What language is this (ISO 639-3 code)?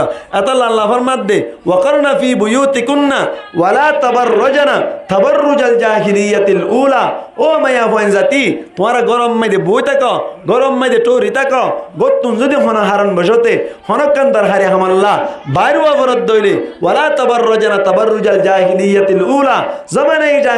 rhg